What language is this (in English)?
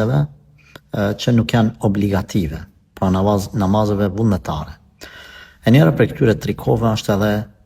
Albanian